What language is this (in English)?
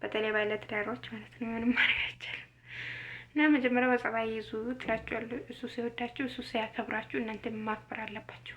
Amharic